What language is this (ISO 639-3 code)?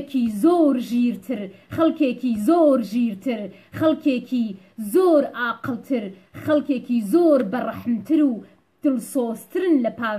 ckb